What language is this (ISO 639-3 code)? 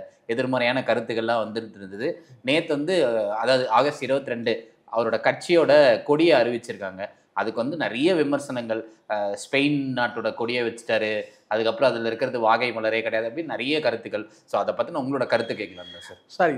tam